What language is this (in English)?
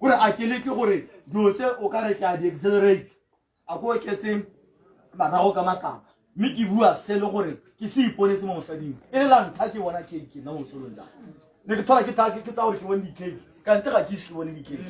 Tswana